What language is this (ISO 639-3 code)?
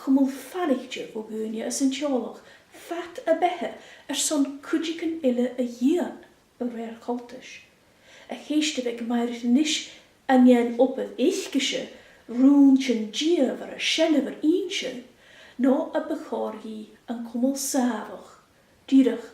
gla